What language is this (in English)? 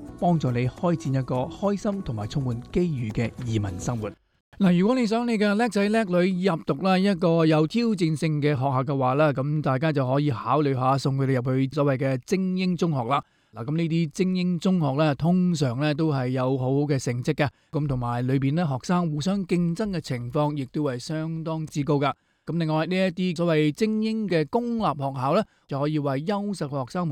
Cantonese